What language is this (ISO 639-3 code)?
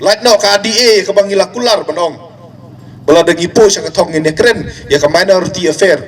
kha